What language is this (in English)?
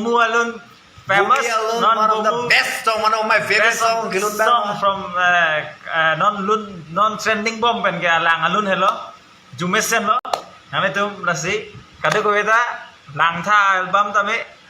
Karbi